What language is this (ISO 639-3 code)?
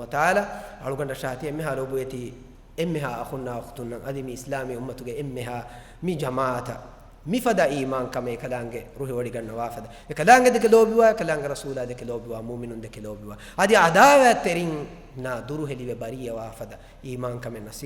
div